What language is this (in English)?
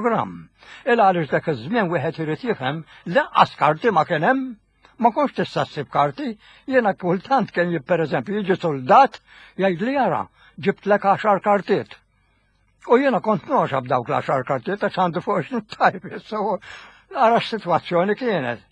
Maltese